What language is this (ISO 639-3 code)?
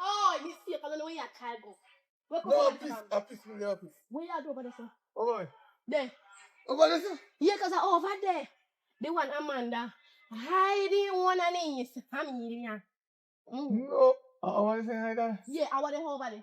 jam